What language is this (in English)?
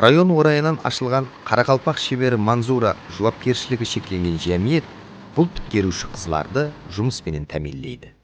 Kara-Kalpak